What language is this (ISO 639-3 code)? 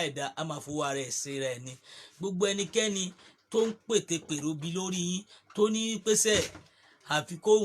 yor